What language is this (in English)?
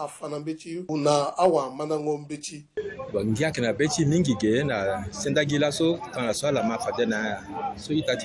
Sango